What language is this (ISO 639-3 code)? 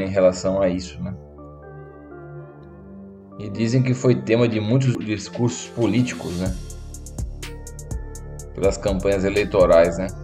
por